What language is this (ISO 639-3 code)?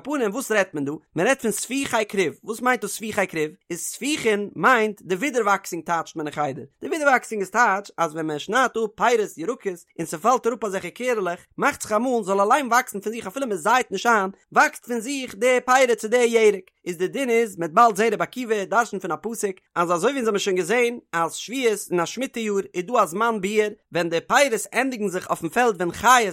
yid